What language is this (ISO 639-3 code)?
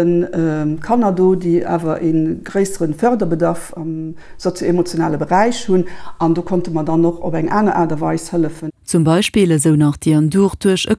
ltz